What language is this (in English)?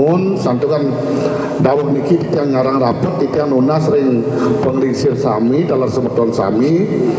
Balinese